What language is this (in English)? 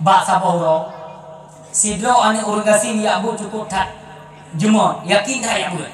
Achinese